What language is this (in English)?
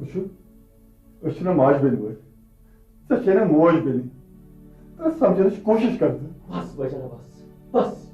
Kashmiri